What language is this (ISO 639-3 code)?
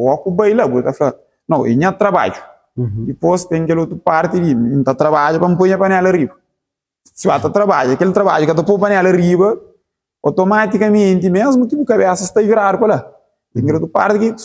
kea